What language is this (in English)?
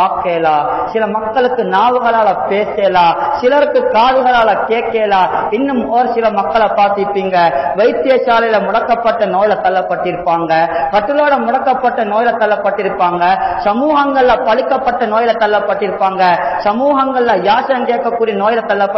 Tamil